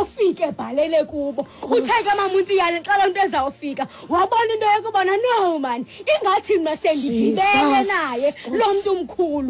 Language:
Xhosa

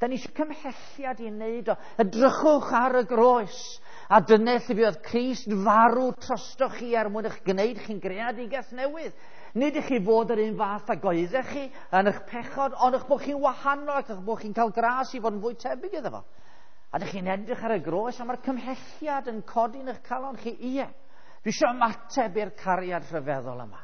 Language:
Welsh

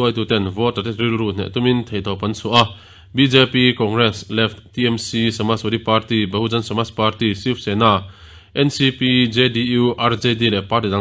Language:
Mizo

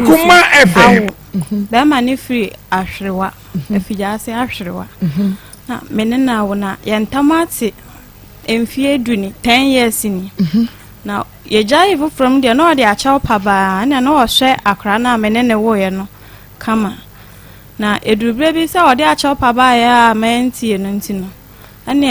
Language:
Akan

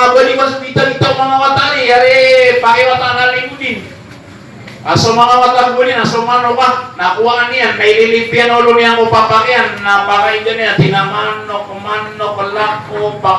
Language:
Maranao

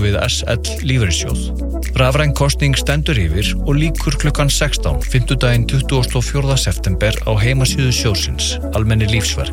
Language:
Icelandic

